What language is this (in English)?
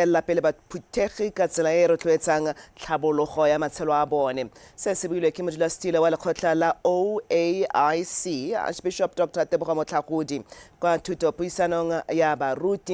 Tswana